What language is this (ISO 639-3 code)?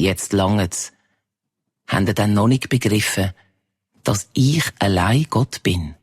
gsw